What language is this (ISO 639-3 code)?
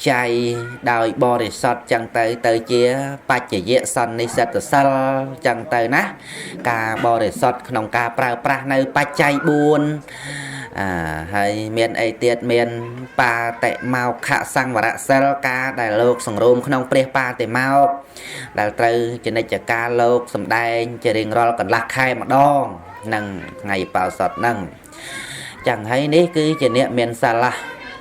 khm